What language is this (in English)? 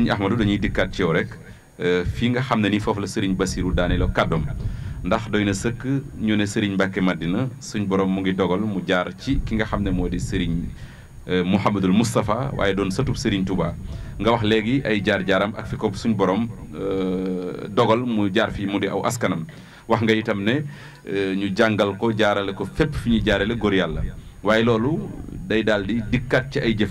Wolof